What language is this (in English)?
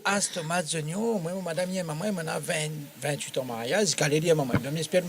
Réunion Creole French